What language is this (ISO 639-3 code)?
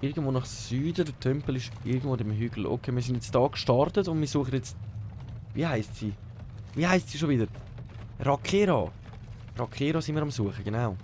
gsw